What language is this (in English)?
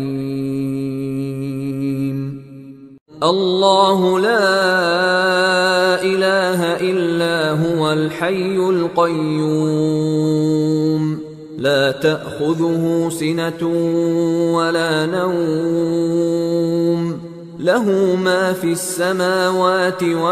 Arabic